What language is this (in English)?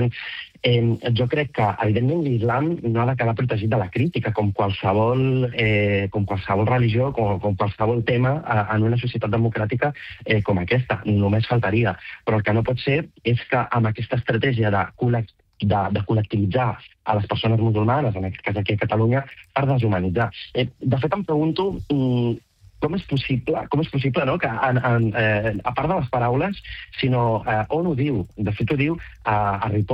Catalan